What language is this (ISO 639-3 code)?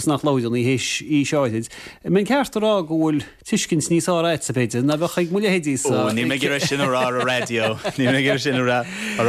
gle